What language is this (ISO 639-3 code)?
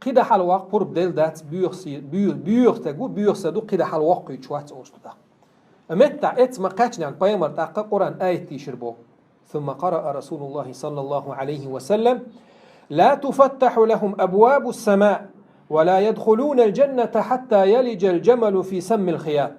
che